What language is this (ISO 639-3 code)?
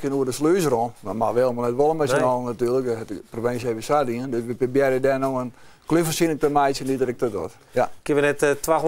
fry